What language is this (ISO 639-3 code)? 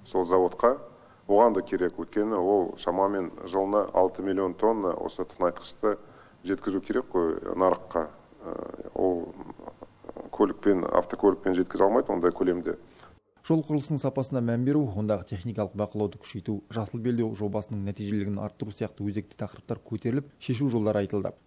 kaz